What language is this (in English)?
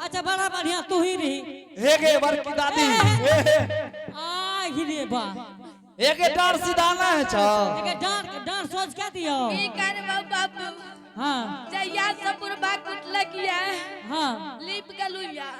Angika